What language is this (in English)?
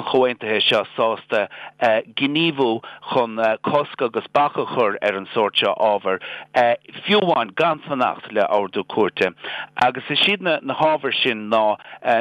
Irish